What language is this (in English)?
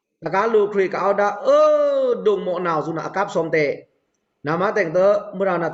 Pa'o Karen